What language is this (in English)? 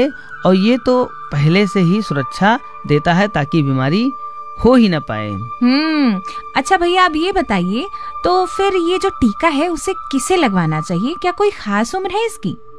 Hindi